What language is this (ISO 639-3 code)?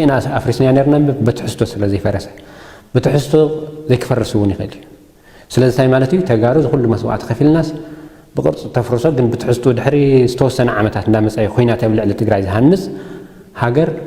tir